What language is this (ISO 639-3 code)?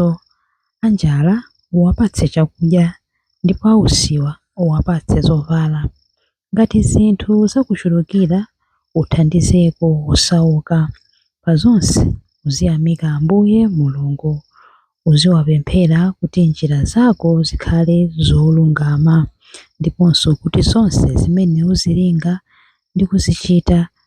nya